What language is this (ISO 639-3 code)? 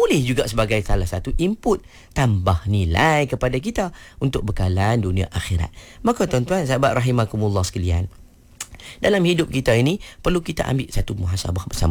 msa